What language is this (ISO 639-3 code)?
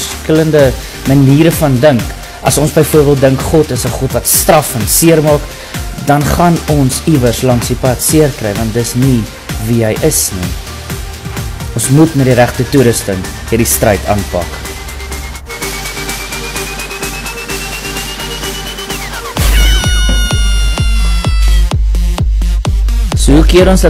afr